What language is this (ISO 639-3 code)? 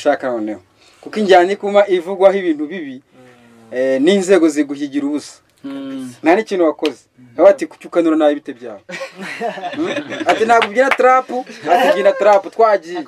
kin